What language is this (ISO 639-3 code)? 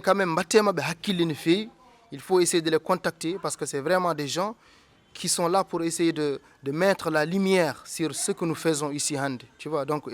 ful